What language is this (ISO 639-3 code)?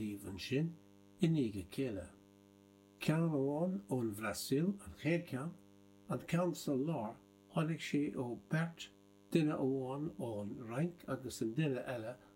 gle